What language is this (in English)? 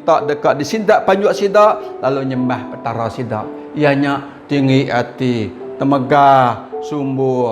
Iban